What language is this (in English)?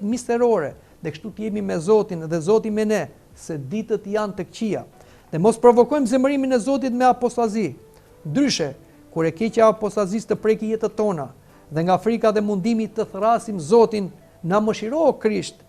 Albanian